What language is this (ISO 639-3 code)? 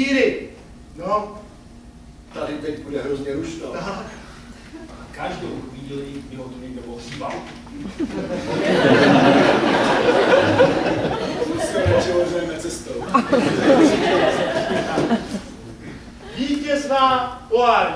ces